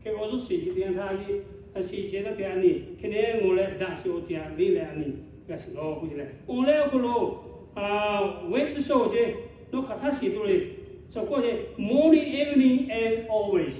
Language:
Lahu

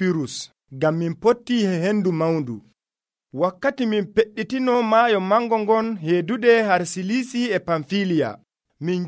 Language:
Nigerian Fulfulde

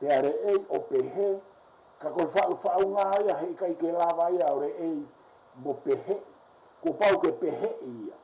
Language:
Tongan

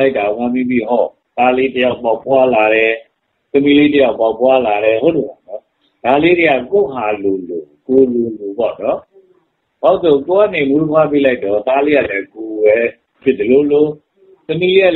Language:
Burmese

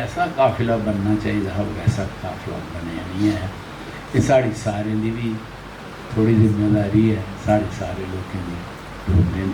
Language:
Dogri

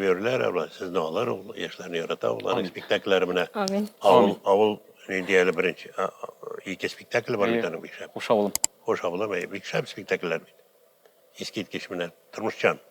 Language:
Tatar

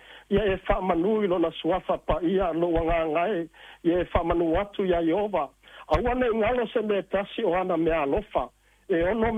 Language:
Samoan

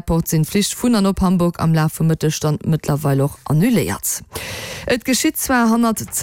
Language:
Luxembourgish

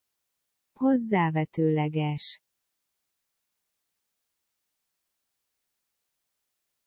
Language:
Hungarian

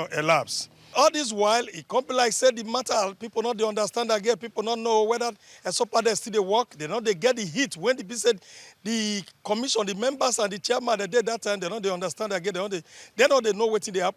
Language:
Nigerian Pidgin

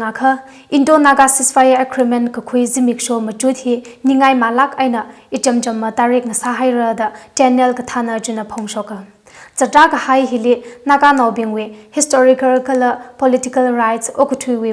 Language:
Tangkhul Naga (India)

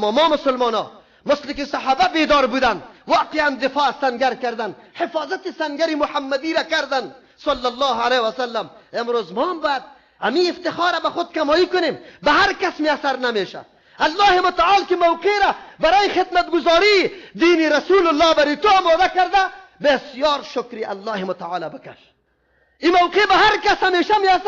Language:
Persian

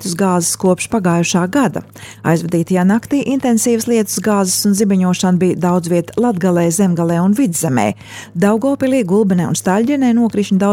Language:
Latvian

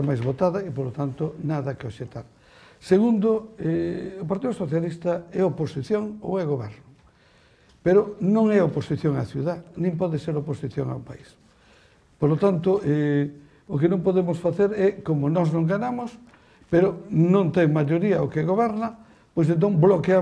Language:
Galician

